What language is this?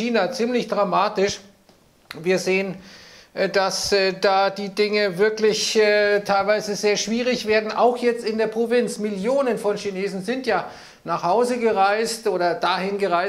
German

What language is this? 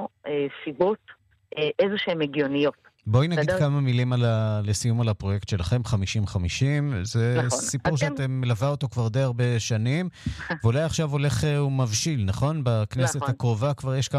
Hebrew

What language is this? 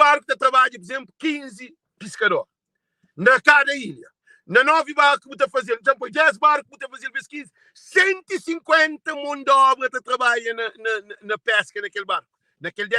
Kabuverdianu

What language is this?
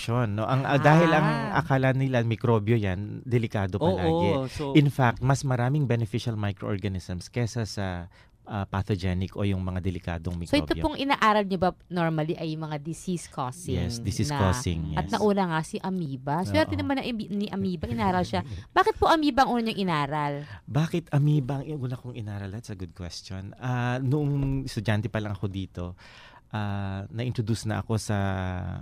Filipino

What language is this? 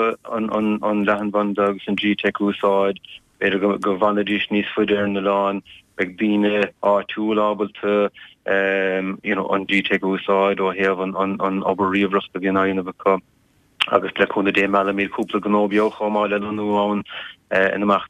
Irish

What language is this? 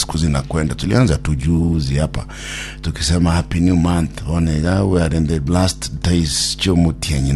Gusii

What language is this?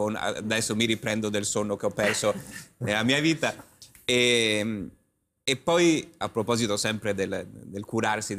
Italian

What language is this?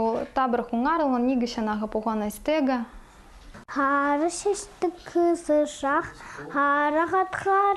Khakas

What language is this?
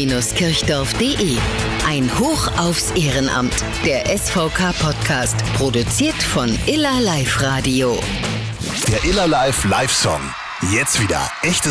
German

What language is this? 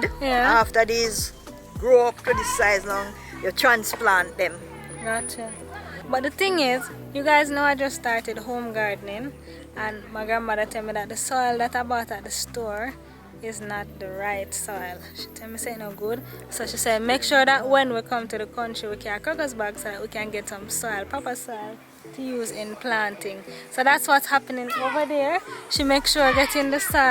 Jamaican Creole English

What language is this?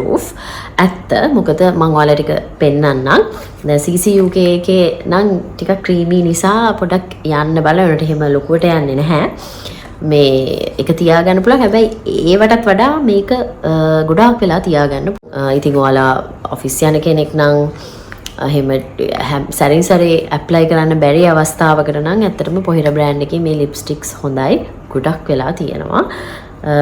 Sinhala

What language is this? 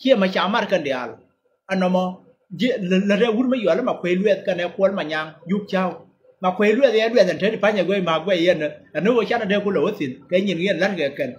Nuer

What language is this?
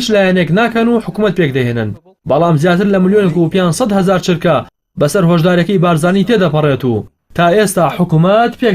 Central Kurdish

